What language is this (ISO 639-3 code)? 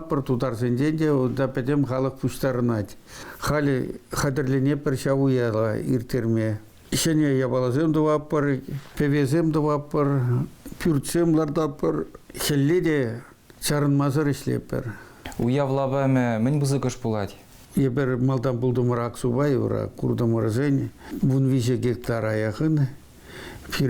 chv